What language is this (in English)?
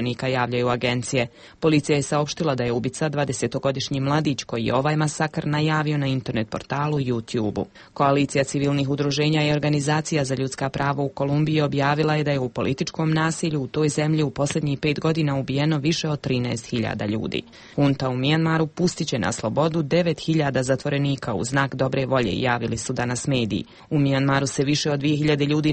Croatian